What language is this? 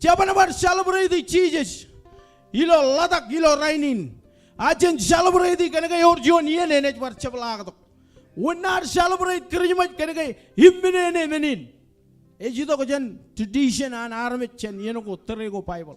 Marshallese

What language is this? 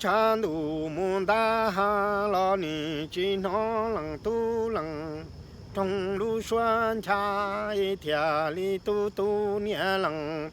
Hmong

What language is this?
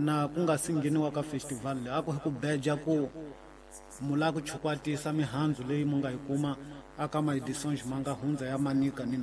Tsonga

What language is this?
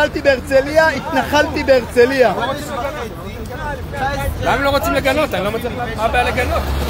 Hebrew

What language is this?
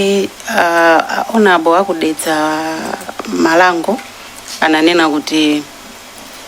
Nyanja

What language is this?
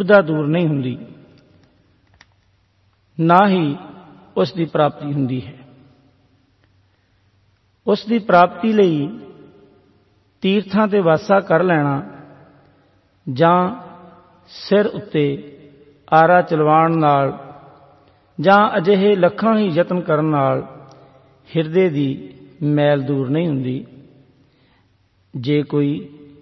Punjabi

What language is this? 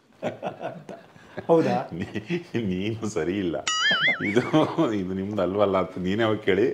Kannada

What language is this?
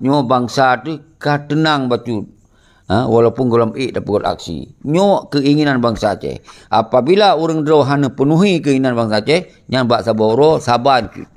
Achinese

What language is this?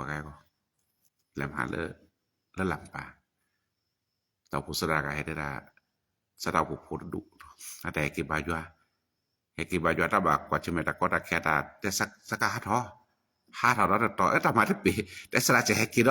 S'gaw Karen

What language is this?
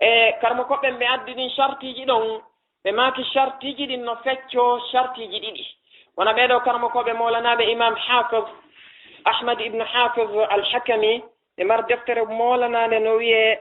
Fula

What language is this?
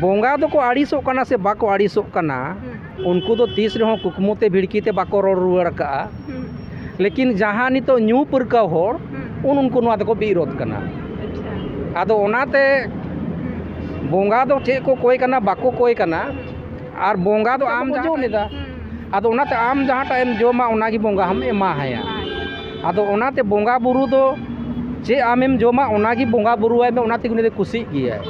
Santali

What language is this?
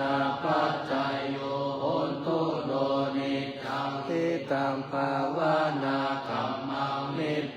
Pali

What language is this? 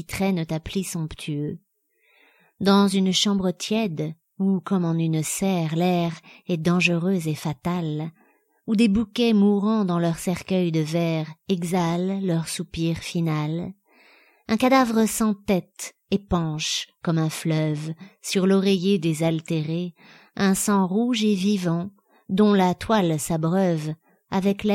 French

